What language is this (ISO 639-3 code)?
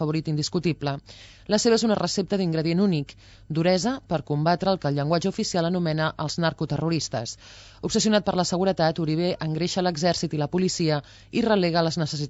cat